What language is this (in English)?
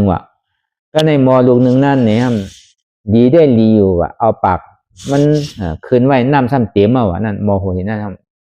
Shan